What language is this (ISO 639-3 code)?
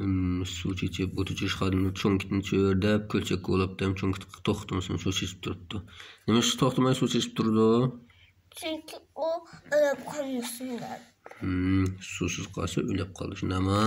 uig